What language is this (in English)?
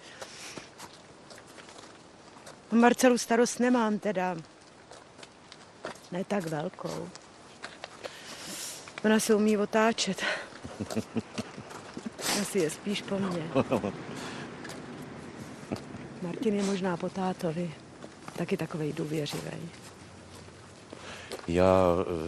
Czech